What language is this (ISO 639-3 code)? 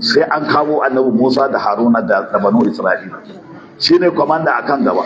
hau